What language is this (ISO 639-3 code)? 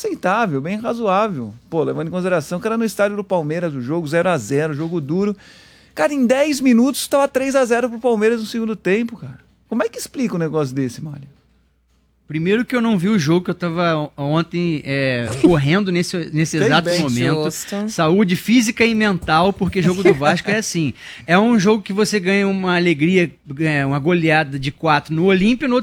por